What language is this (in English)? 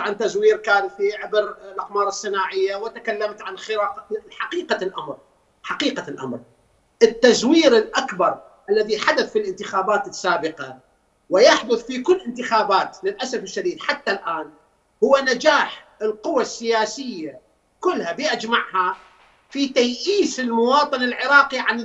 Mesopotamian Arabic